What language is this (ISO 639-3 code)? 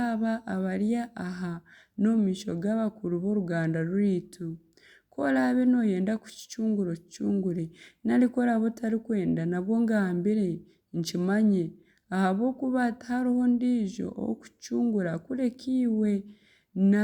nyn